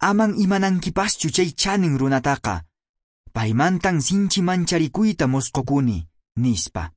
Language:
Quechua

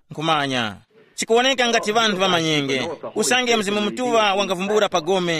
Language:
Tumbuka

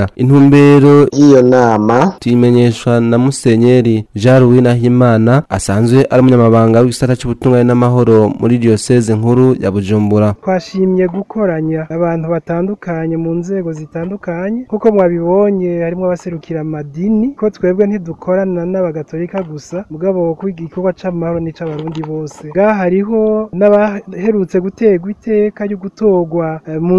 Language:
Rundi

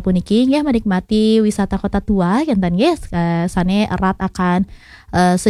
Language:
Balinese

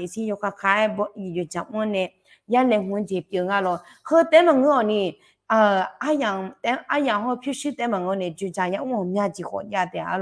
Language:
Akha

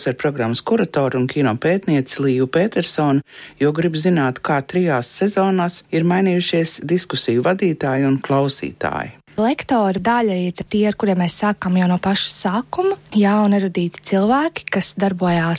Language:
Latvian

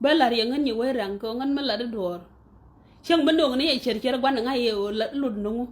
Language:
Nuer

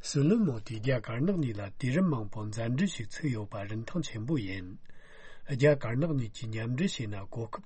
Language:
Tibetan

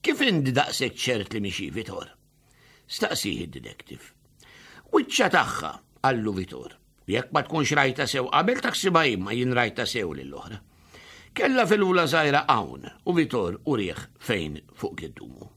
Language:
Maltese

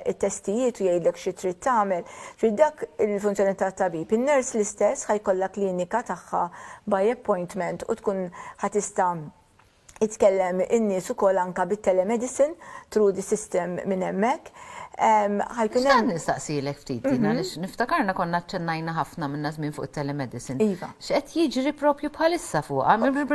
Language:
Maltese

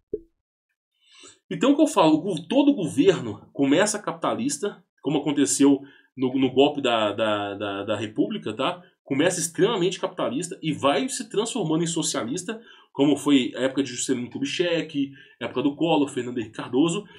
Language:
Portuguese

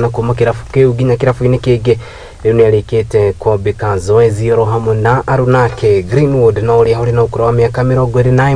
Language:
Kikuyu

